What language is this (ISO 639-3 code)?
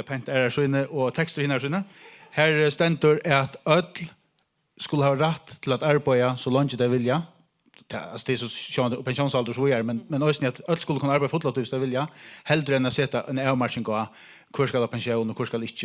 fao